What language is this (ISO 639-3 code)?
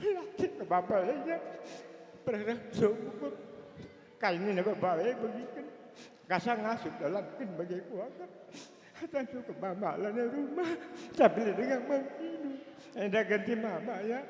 btx